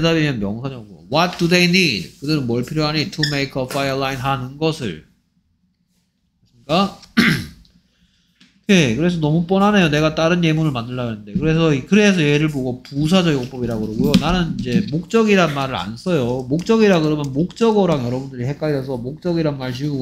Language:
Korean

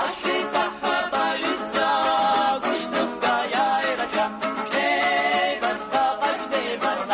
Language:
Abkhazian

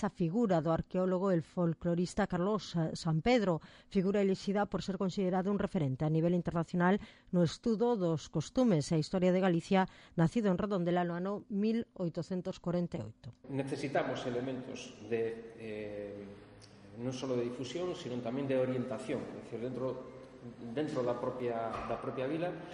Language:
Galician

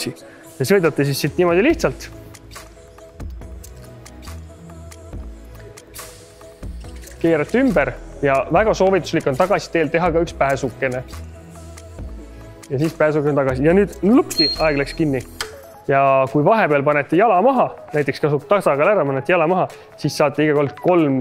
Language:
Estonian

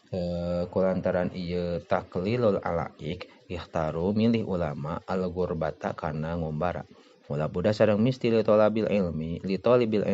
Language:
Sundanese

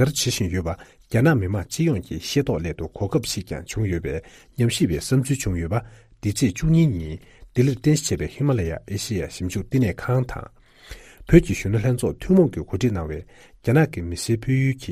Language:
Tibetan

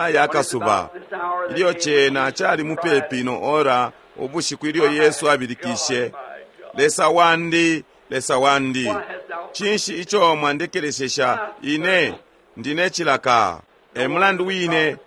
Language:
Bemba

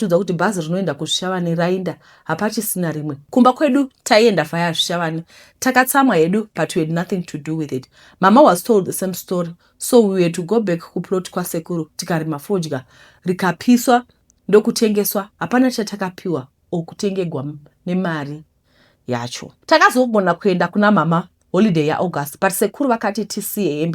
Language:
Shona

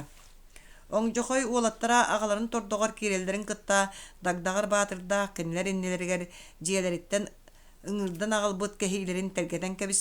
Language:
Yakut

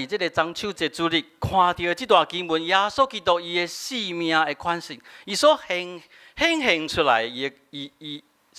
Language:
Min Nan Chinese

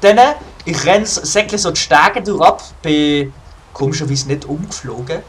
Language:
Swiss German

